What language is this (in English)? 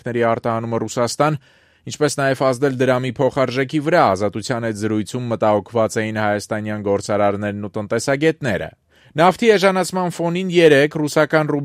Armenian